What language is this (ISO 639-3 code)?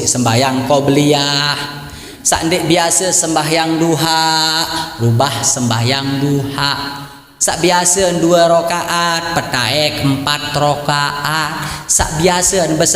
sas